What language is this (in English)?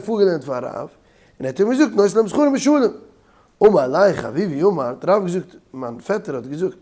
Yiddish